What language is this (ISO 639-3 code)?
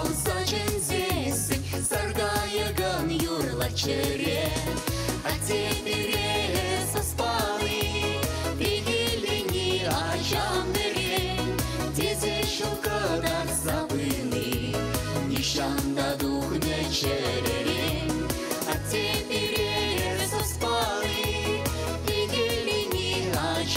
chv